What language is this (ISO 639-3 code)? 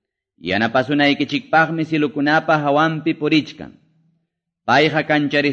que